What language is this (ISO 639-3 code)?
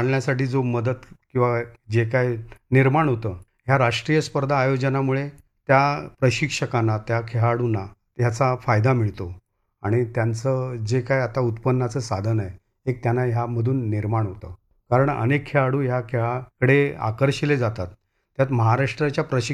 mar